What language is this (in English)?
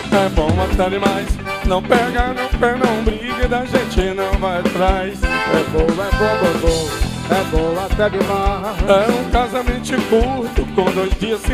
Portuguese